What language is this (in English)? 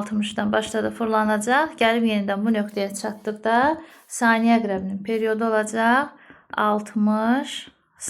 Azerbaijani